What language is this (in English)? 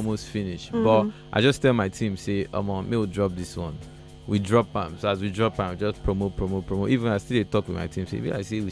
Nigerian Pidgin